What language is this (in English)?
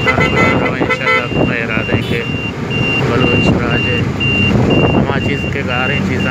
Baluchi